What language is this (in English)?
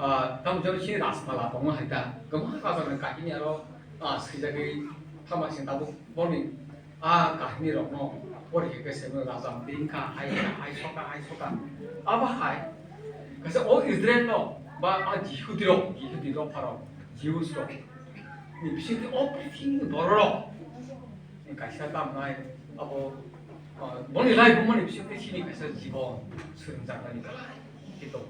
Kok Borok